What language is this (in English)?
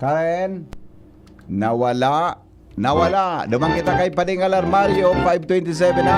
Bikol